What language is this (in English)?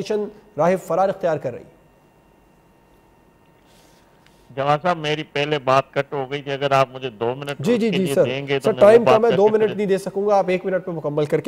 Urdu